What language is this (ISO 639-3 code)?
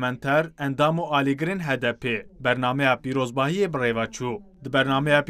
kur